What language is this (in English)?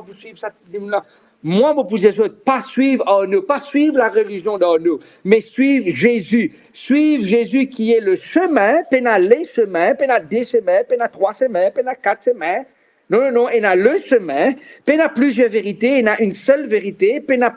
Morisyen